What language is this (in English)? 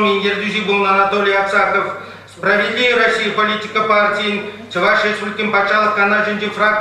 Chuvash